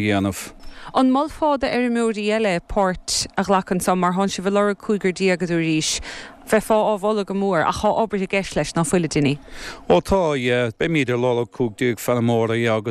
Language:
Irish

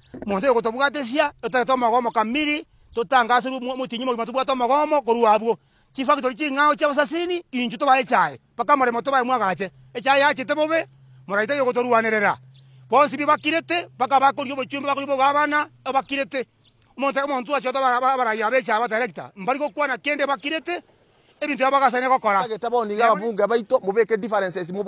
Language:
Gusii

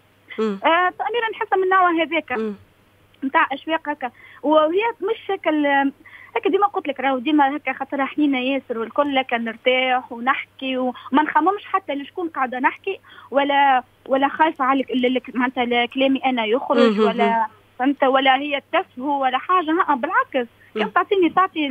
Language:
Tunisian Arabic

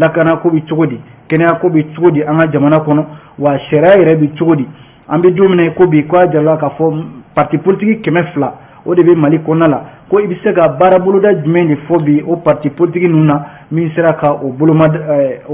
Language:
Bambara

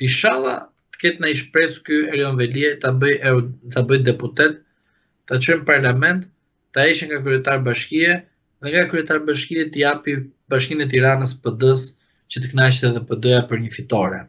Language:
Albanian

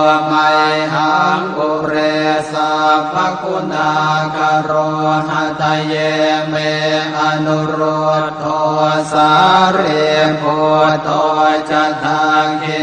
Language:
Pali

